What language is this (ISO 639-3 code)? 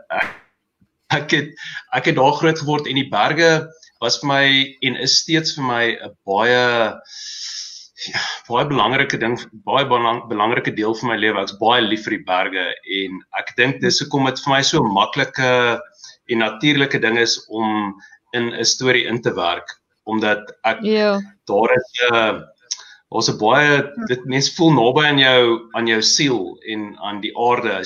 afr